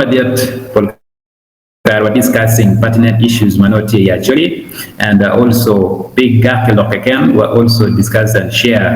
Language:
Acoli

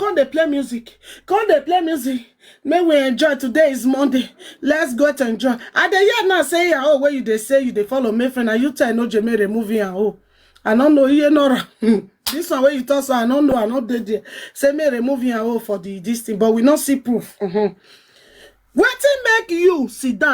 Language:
Nigerian Pidgin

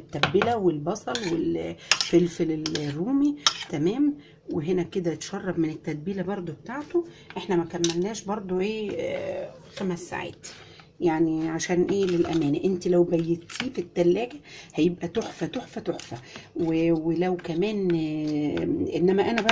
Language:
Egyptian Arabic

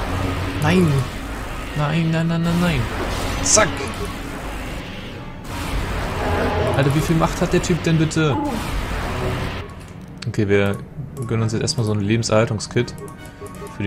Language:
German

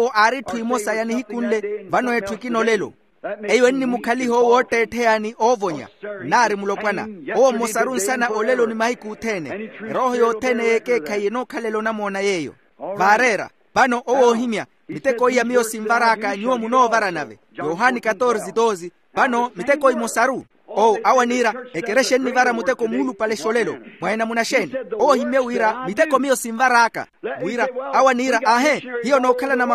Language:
Makhuwa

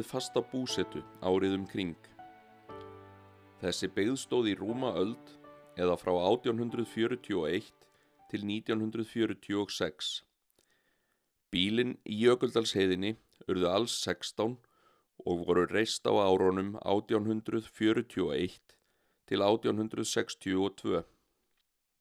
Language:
Icelandic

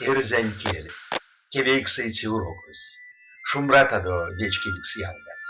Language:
Erzya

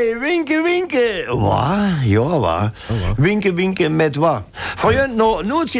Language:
Limburgish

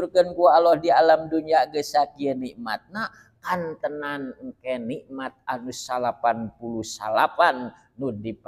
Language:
Sundanese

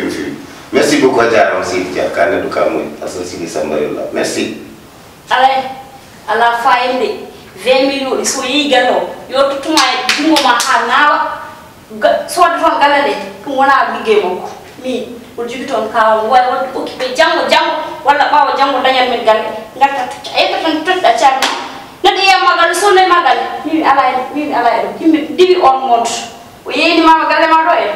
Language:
Fula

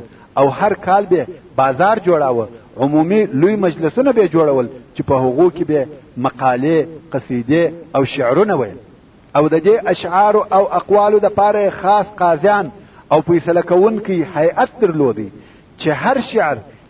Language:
Pashto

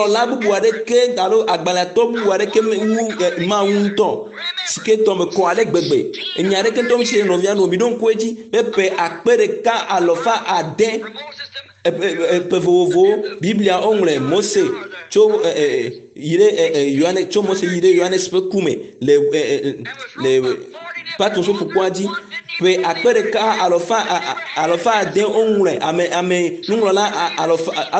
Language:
Ewe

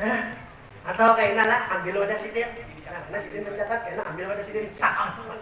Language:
Banjar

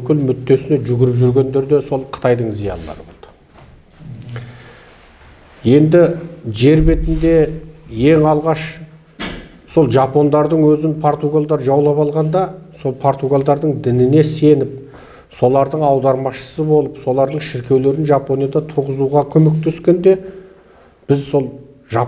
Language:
Kazakh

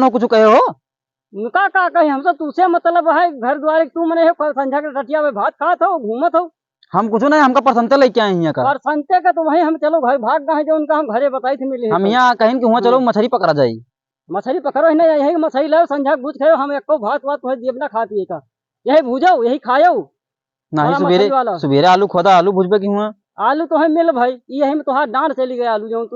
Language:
Awadhi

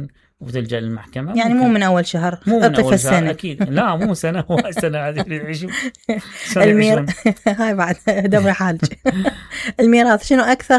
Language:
Mesopotamian Arabic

